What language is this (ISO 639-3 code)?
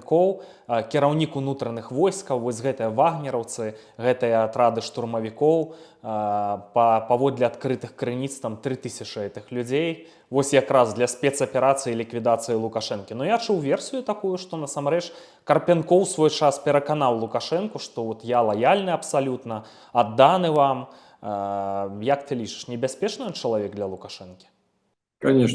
bel